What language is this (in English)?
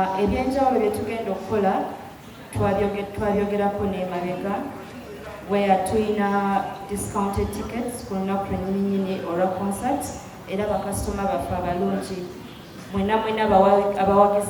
Ganda